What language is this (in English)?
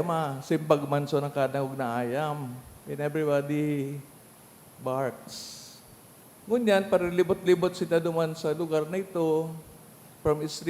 Bikol